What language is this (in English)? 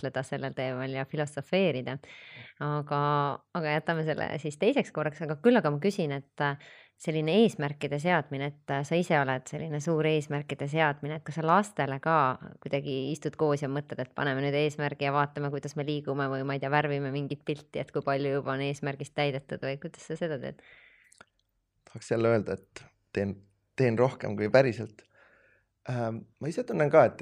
Estonian